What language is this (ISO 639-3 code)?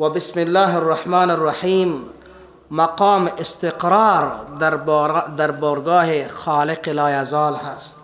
fas